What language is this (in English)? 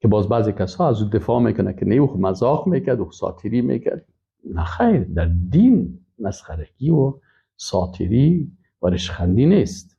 Persian